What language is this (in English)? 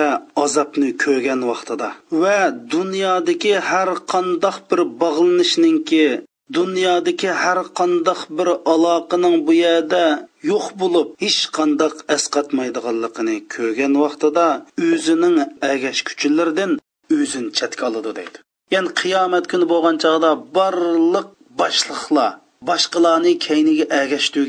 Uyghur